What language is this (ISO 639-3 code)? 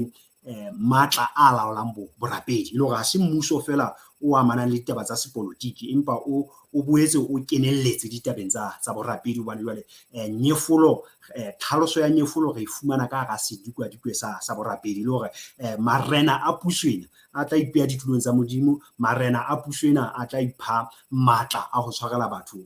sot